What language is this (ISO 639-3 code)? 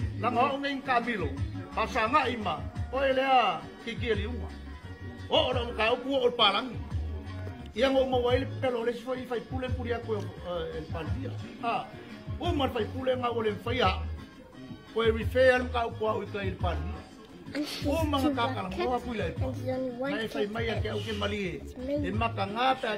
smo